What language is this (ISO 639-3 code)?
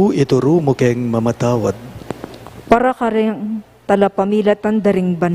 pam